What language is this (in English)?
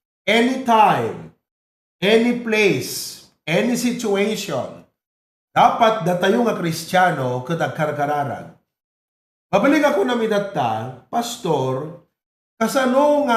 Iloko